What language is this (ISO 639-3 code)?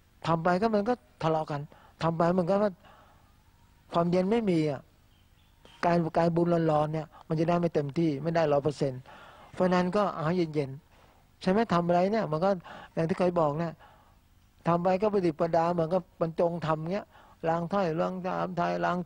tha